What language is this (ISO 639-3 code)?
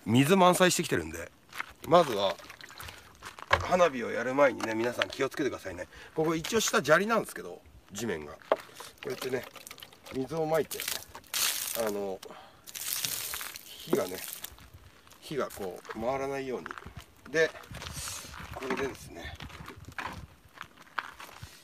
jpn